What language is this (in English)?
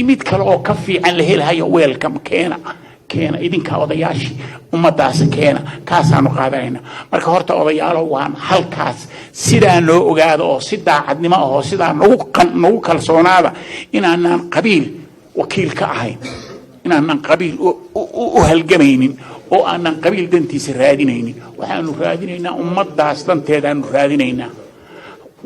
Somali